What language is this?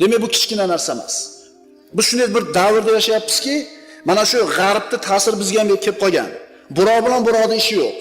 Uzbek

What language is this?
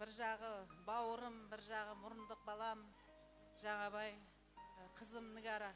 Kara-Kalpak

